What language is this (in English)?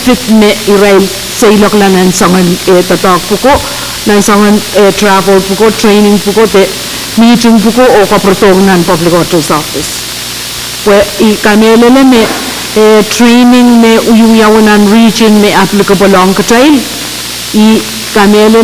Pohnpeian